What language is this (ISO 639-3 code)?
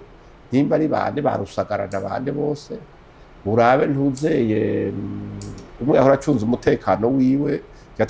run